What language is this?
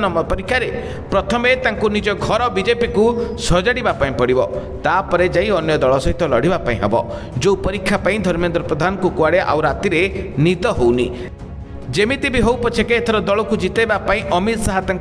Odia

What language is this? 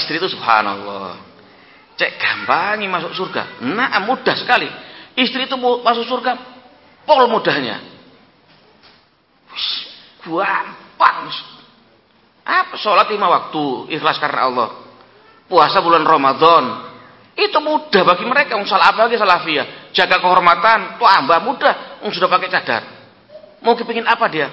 Indonesian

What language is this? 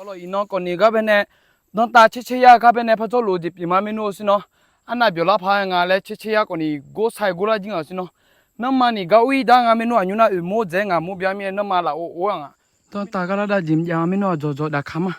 Akha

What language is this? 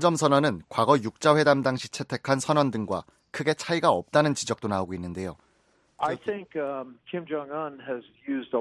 Korean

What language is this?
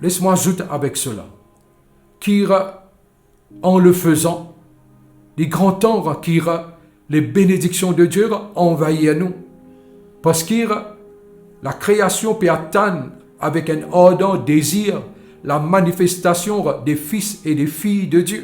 Morisyen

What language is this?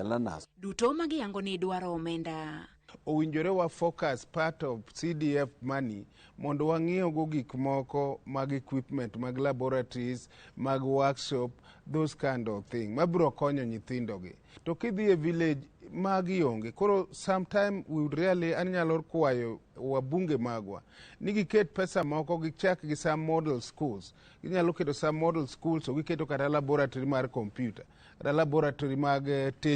Luo (Kenya and Tanzania)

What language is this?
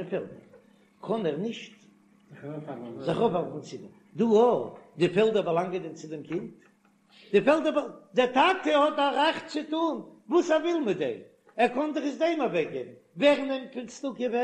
Yiddish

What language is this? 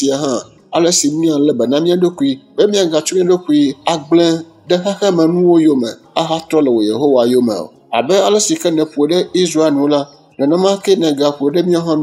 Ewe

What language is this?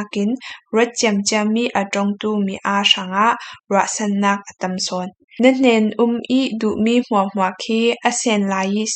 Falam Chin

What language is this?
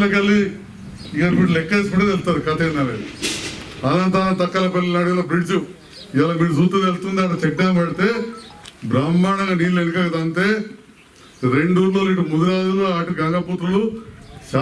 Telugu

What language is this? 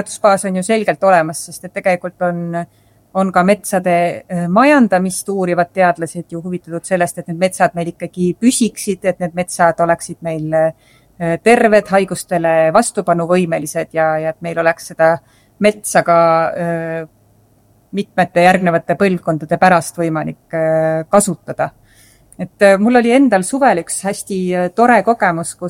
Estonian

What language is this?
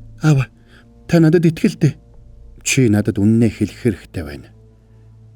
Mongolian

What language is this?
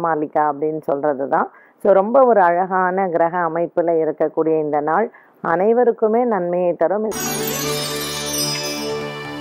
Tamil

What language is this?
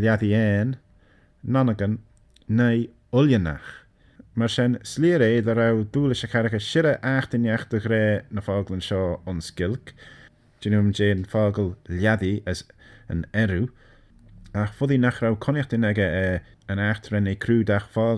Manx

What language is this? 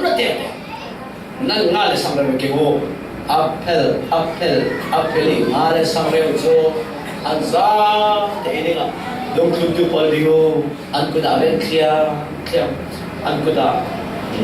Falam Chin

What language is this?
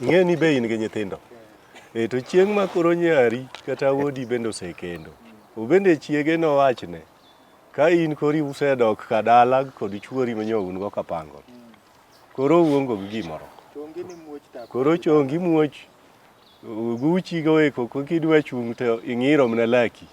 Luo (Kenya and Tanzania)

